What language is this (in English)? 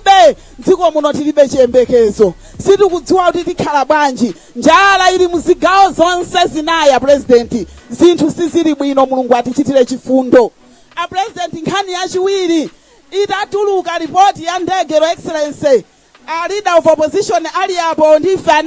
Nyanja